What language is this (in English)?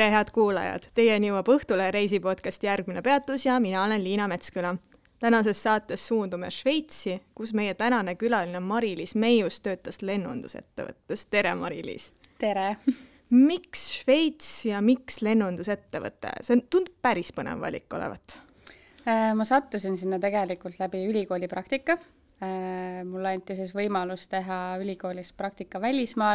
Estonian